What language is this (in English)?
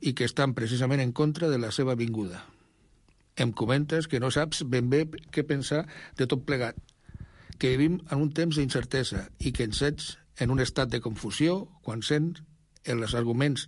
Catalan